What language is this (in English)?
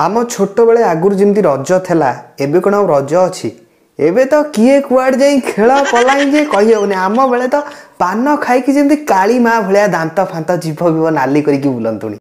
Odia